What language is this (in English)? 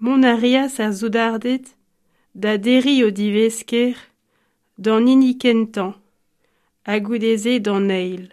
Breton